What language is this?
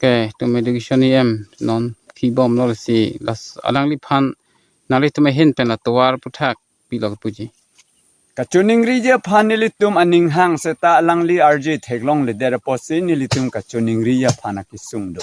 Karbi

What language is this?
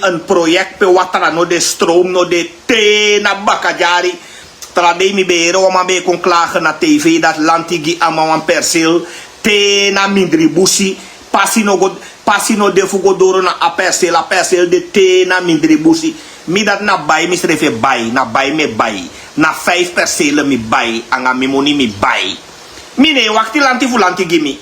Sranan Tongo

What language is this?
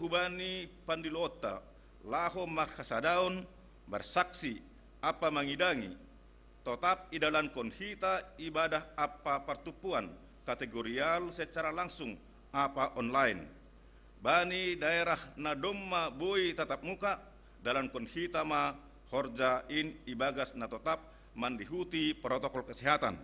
Batak Simalungun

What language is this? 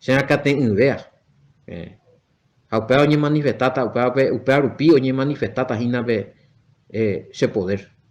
Guarani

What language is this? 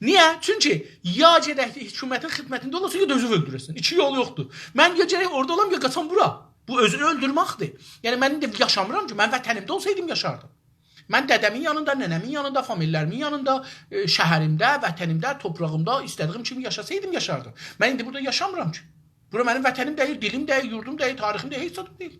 South Azerbaijani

